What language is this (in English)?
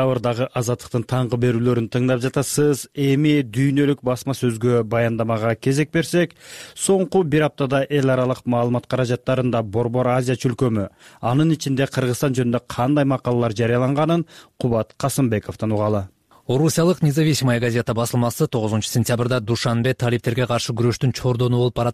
Kyrgyz